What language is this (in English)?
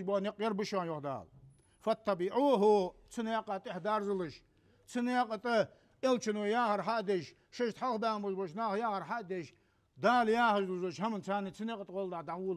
Ingush